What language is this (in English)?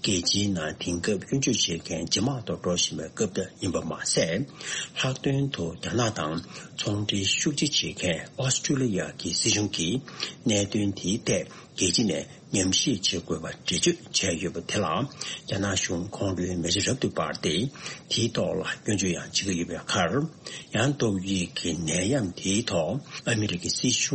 Tibetan